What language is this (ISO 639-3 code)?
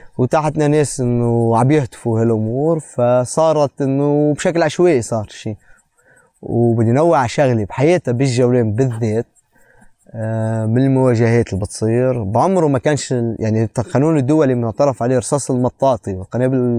apc